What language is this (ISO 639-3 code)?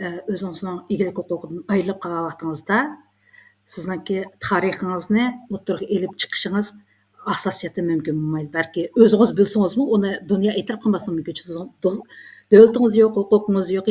uig